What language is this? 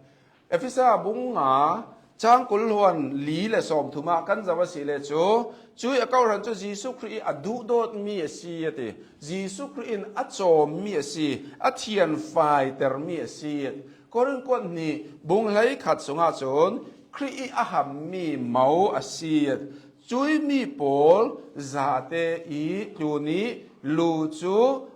Hakha Chin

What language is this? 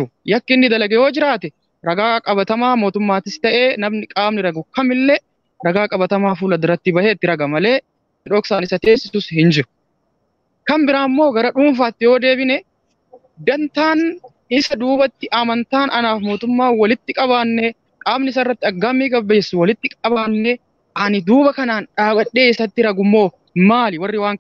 Oromo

